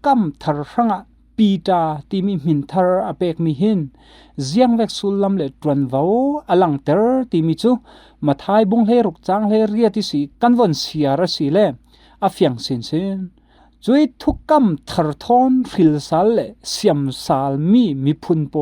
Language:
Falam Chin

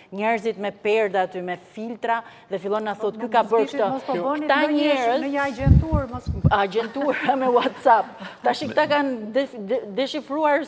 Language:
Albanian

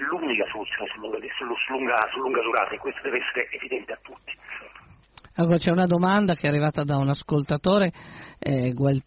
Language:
Italian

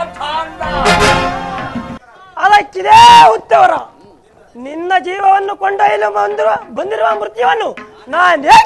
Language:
Kannada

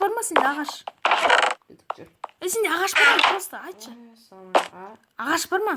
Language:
Kazakh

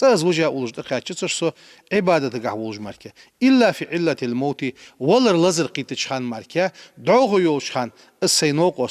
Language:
Ingush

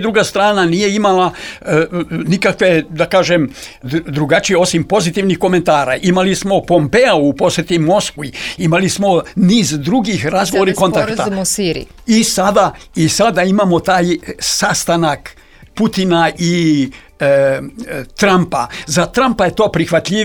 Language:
Serbian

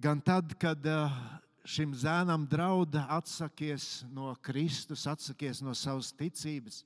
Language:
Latvian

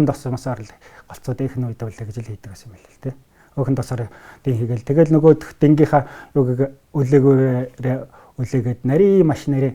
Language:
Mongolian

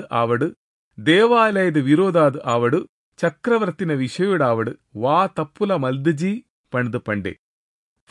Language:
Tulu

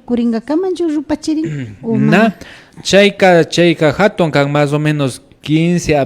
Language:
Imbabura Highland Quichua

